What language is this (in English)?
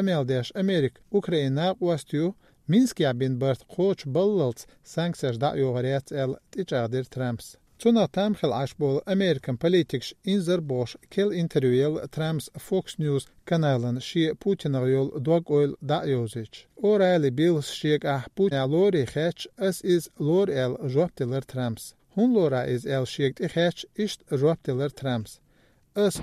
Chechen